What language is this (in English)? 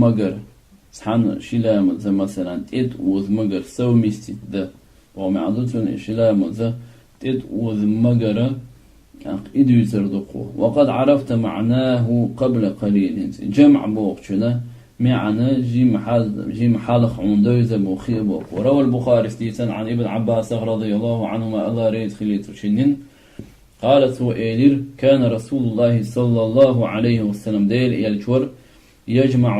Chechen